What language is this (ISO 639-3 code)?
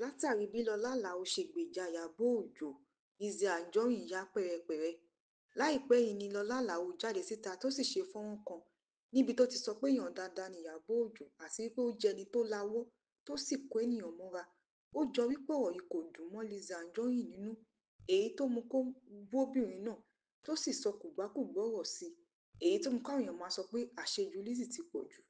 yor